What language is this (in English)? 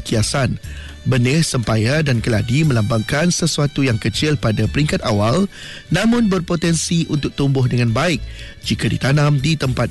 Malay